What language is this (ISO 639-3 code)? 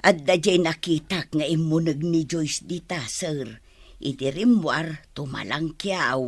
ilo